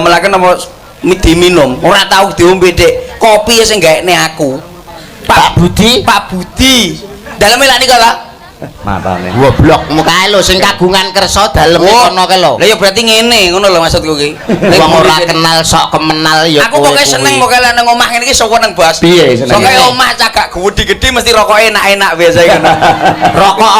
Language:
Javanese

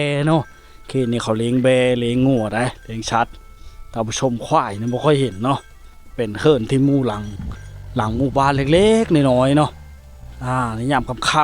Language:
Lao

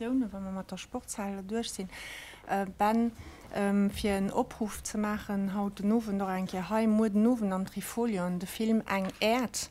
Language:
Luxembourgish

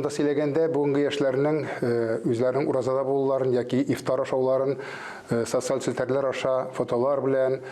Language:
Tatar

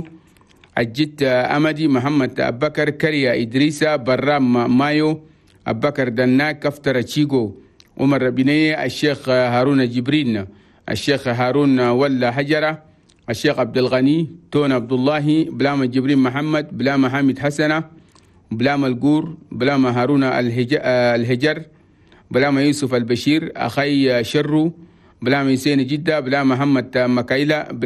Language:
Chadian Arabic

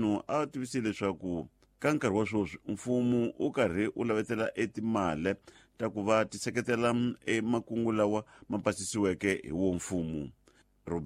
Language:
Tsonga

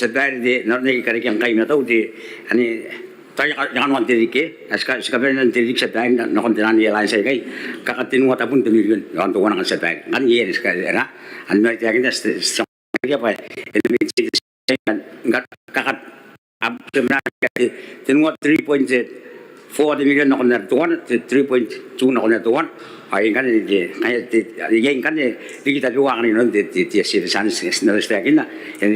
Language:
Gilbertese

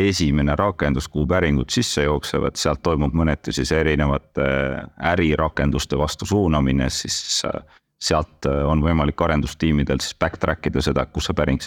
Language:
Estonian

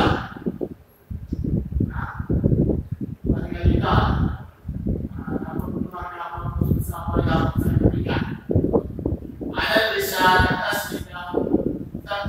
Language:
Malay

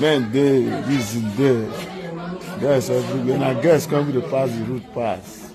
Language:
Nigerian Pidgin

